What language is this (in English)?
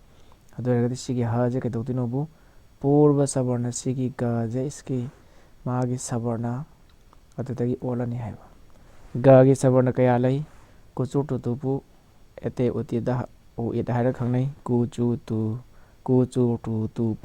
Manipuri